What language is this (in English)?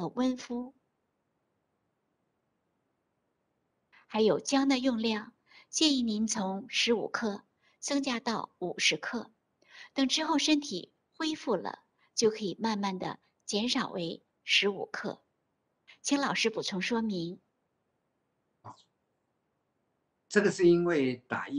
Chinese